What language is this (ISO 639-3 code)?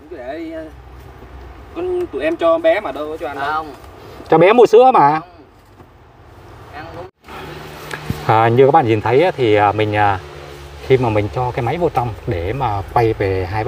vie